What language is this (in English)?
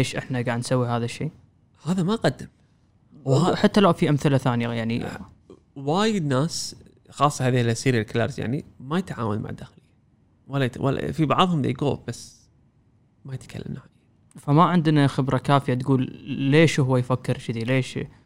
Gulf Arabic